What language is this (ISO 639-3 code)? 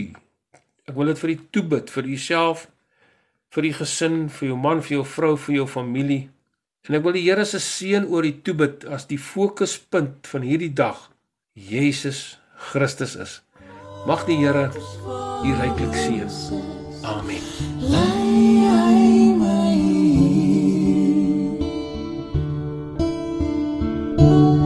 afr